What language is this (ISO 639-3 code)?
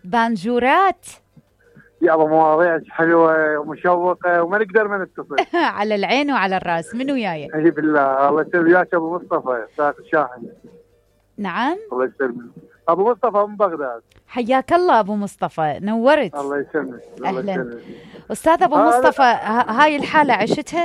acm